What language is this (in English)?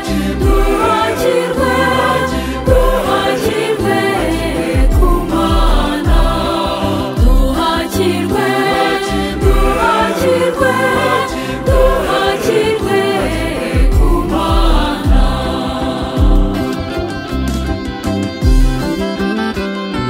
Kinyarwanda